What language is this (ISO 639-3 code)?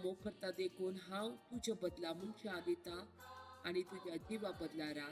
kok